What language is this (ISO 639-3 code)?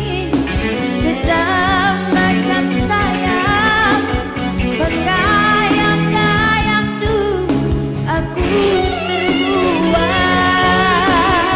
btx